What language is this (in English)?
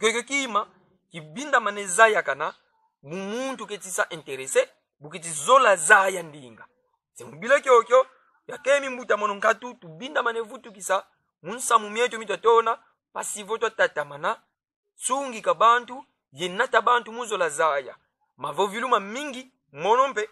Kongo